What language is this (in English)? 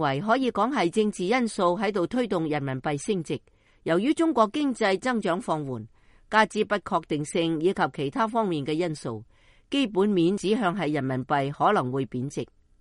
Cantonese